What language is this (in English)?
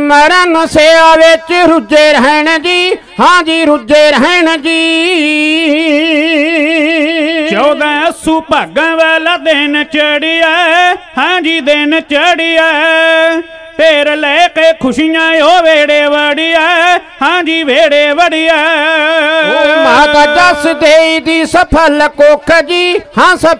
Punjabi